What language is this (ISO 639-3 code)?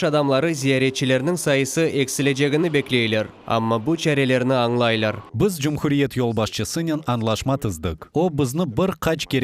crh